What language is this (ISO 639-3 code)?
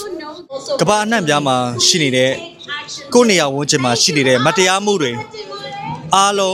mya